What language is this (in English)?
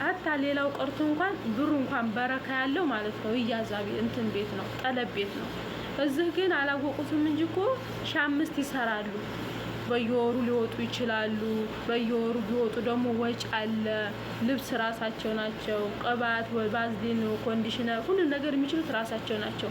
Amharic